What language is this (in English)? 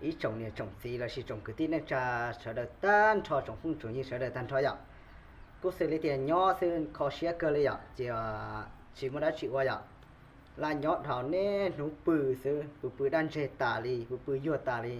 Hmong